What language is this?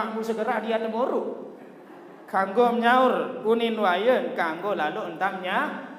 Sasak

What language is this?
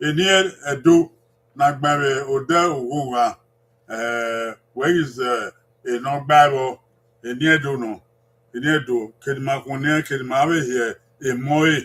Bini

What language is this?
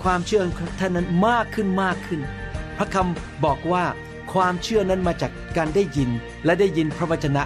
Thai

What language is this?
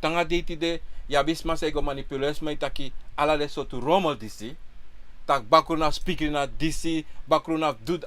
Sranan Tongo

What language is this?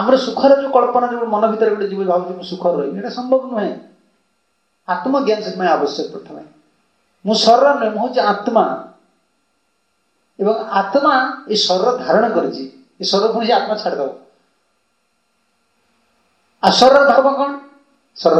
Odia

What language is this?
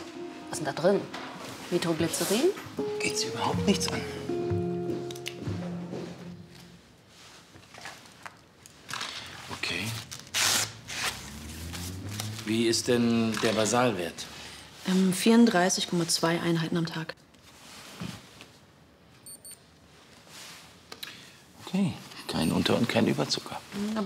German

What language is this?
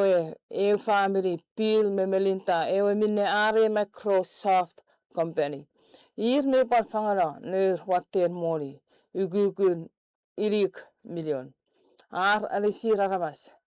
Chuukese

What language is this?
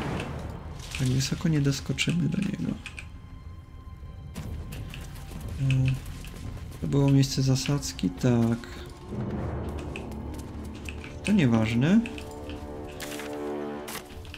Polish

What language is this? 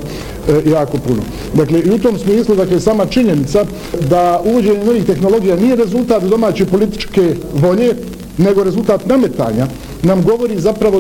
Bosnian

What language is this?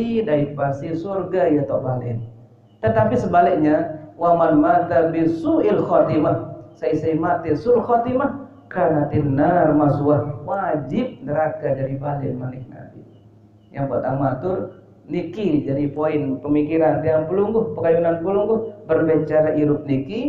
Sasak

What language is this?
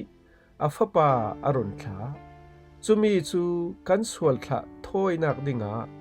Falam Chin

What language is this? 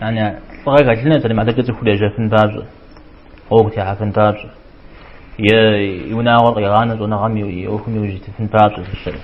Kabardian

